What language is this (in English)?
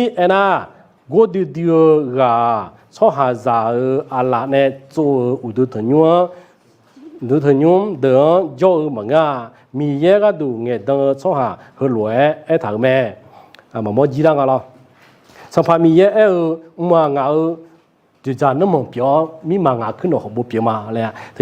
Akha